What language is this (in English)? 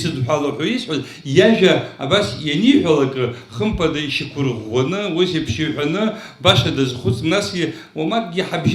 Abkhazian